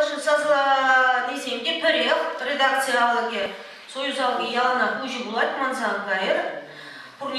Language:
Chuvash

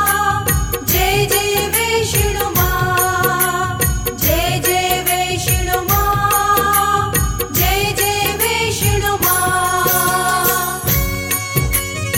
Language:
Hindi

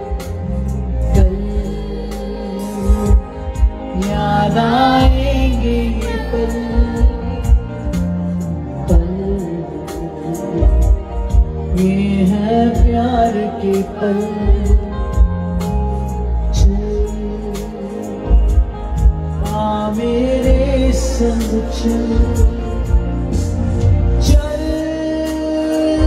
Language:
Hindi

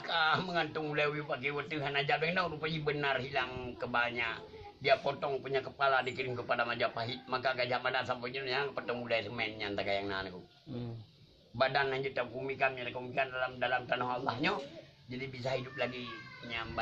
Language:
Achinese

